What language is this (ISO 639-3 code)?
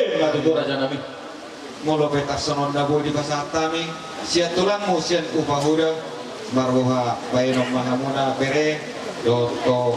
bbc